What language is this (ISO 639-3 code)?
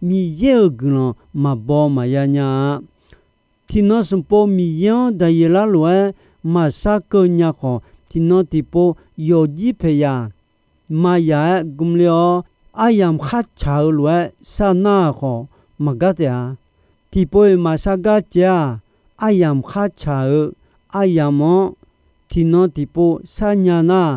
ahk